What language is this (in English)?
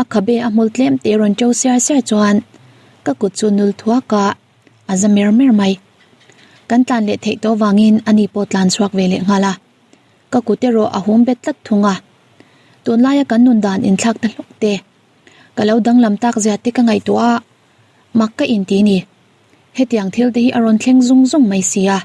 Mizo